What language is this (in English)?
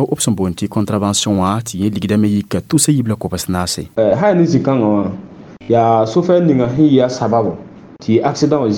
Mossi